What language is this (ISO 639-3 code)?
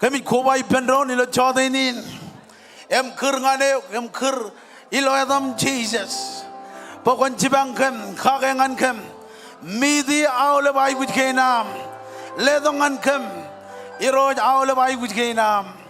mah